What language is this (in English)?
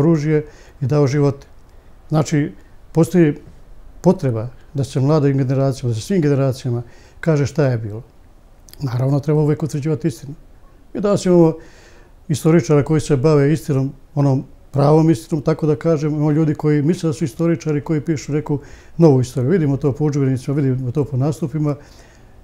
Serbian